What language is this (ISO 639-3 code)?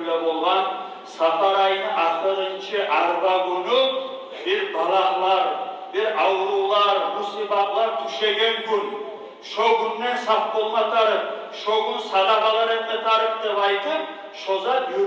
kum